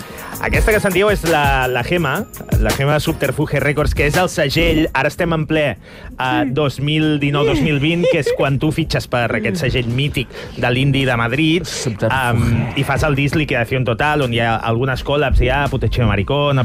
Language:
Catalan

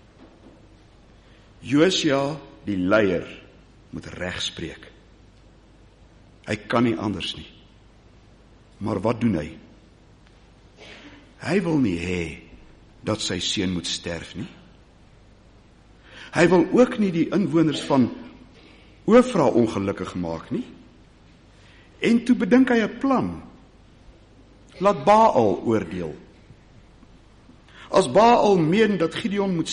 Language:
Afrikaans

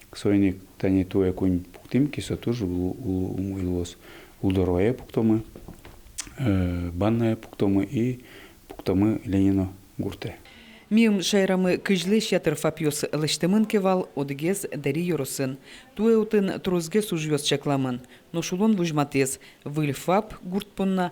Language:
Udmurt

